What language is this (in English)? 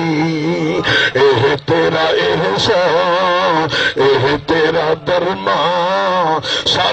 Saraiki